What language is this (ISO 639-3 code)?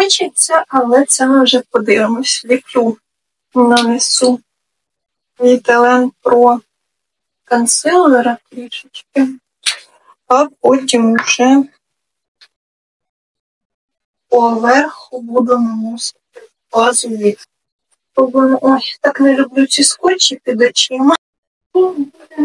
ukr